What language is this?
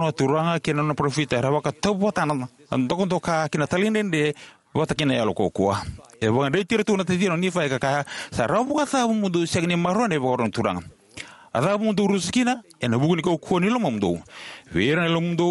Fijian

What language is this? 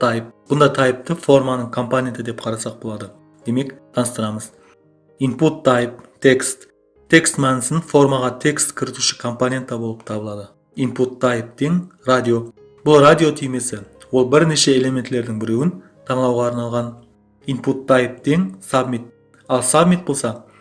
Kara-Kalpak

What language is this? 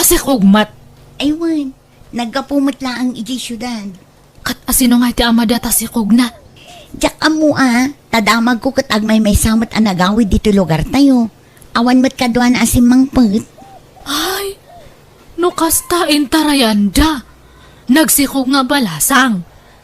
Iloko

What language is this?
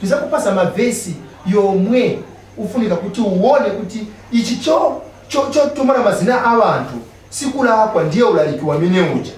Nyanja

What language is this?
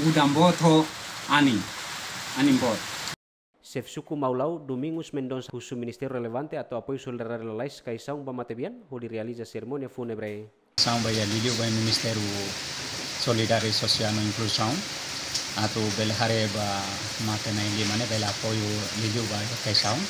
Tetum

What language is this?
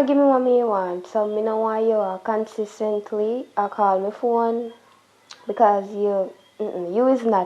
Jamaican Creole English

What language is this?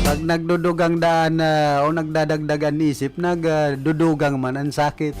Bikol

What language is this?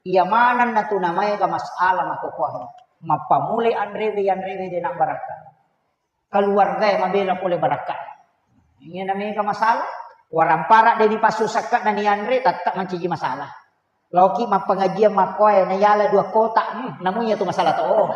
Buginese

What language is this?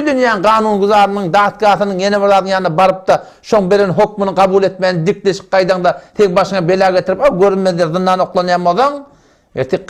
Turkmen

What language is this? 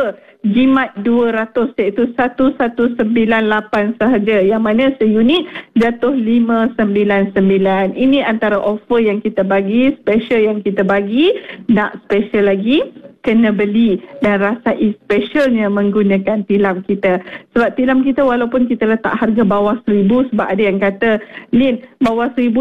Malay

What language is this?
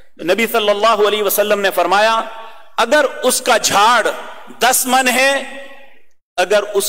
Urdu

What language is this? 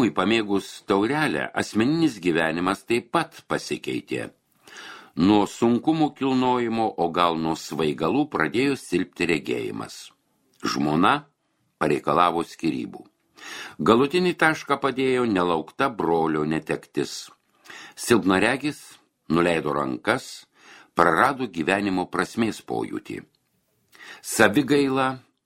Lithuanian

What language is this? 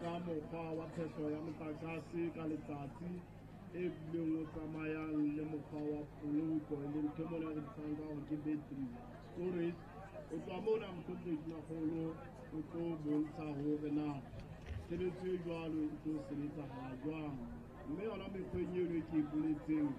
Southern Sotho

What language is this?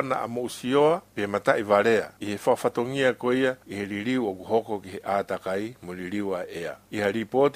Tongan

